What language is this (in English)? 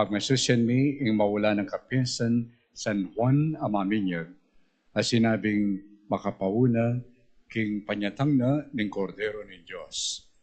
Pampanga